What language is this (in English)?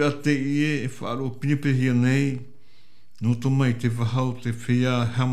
Tahitian